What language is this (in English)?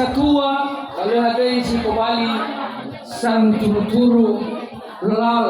Nias